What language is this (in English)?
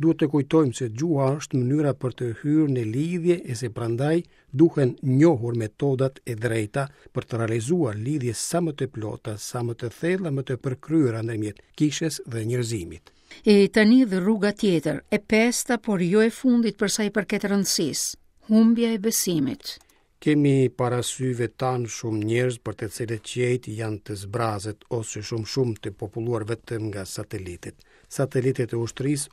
Albanian